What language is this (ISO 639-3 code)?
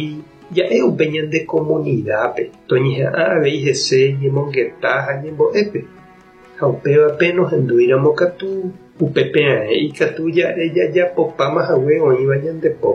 grn